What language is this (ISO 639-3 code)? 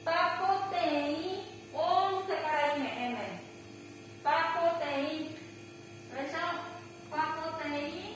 grn